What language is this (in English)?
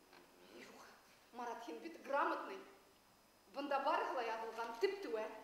Bashkir